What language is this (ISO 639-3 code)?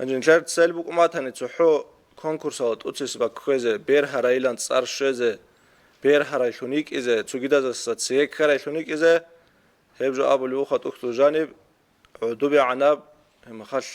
ava